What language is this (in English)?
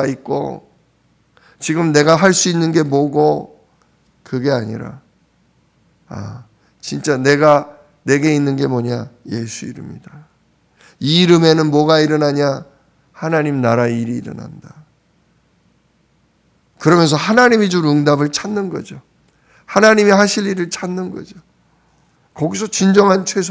Korean